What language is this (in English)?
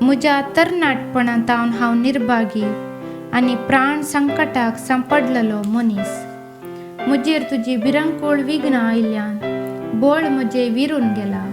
Konkani